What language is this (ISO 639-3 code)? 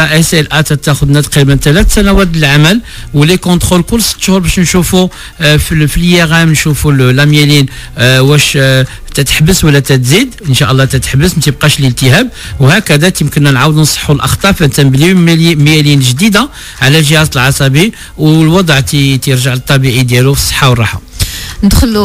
ary